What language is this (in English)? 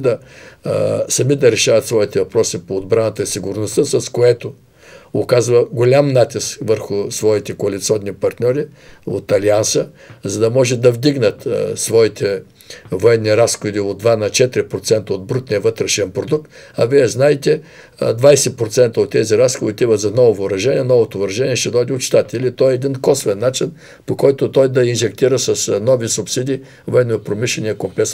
Bulgarian